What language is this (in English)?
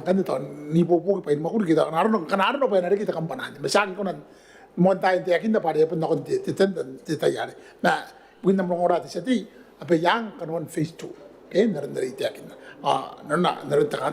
Gilbertese